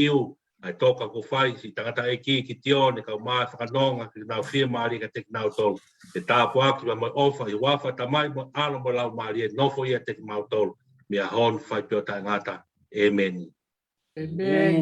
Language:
Tongan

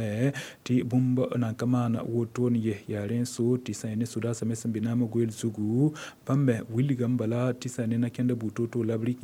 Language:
Mossi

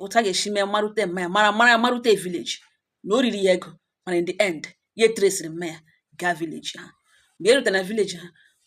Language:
Igbo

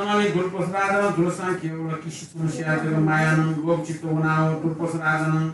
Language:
Newari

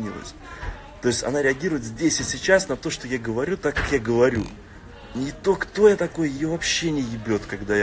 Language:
Russian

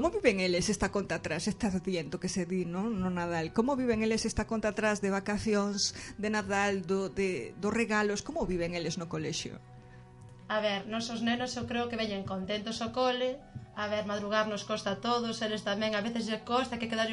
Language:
Galician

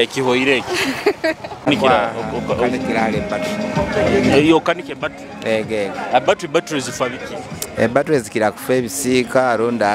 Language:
Nyoro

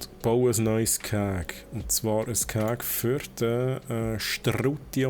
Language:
Swiss German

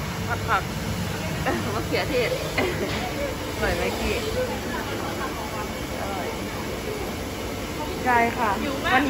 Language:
Thai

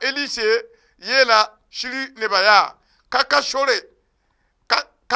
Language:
Mossi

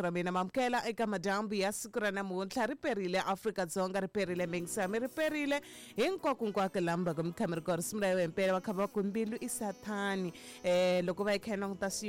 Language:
Tsonga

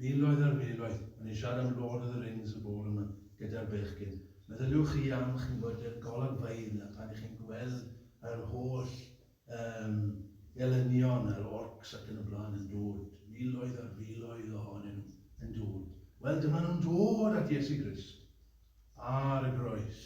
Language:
Welsh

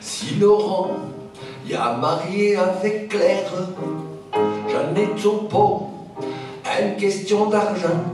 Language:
Picard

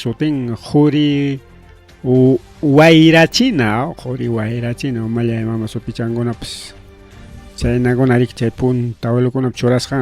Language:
Ayacucho Quechua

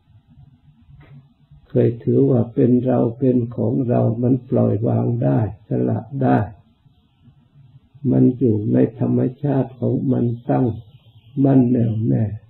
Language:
Thai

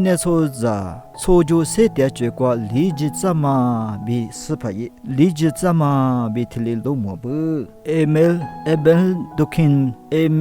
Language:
Lisu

